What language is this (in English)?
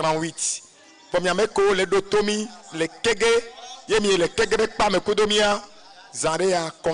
Ewe